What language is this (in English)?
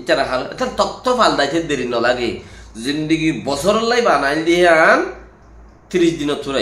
Rohingya